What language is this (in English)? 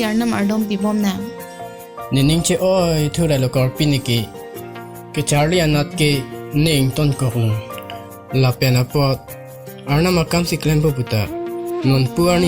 Karbi